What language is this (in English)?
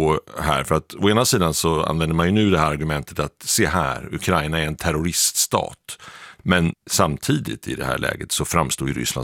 Swedish